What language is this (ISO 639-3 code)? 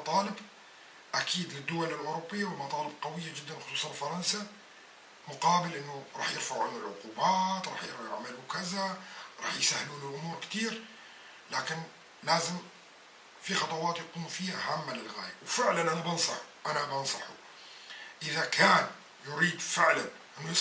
apc